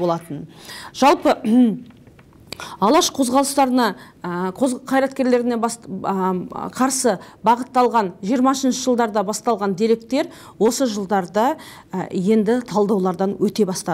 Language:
Kazakh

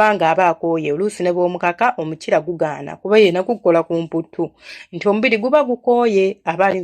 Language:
Ganda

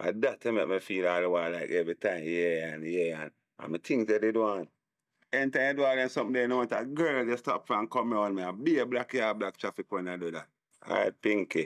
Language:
Jamaican Creole English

